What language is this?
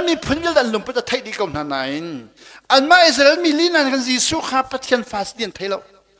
Hakha Chin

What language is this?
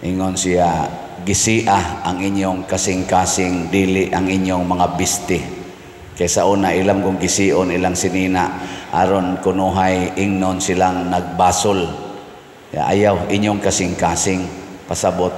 Cebuano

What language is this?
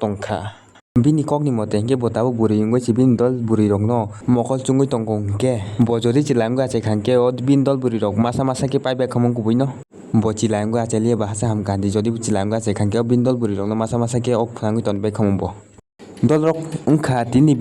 Kok Borok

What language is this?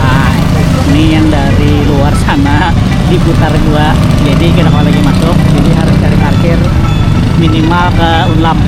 Banjar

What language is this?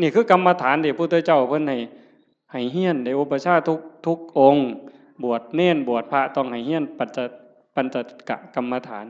Northeastern Thai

